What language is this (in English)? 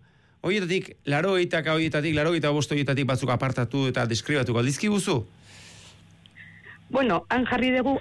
Basque